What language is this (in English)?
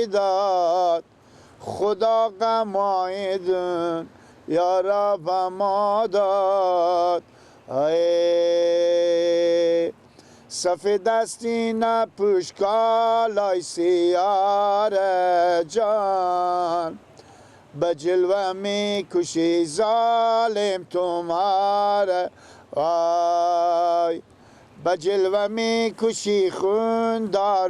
Persian